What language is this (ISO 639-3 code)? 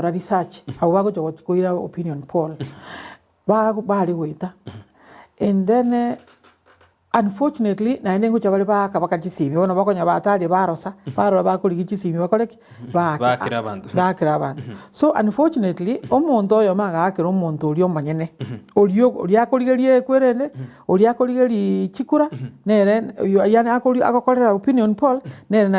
guz